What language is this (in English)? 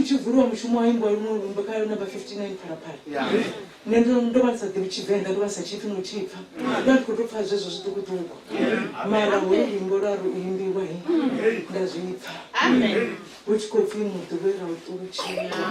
Venda